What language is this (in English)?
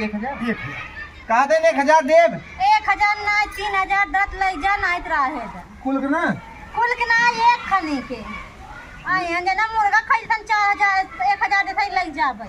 Awadhi